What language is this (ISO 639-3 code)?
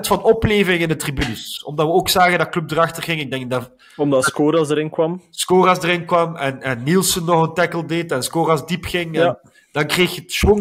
nld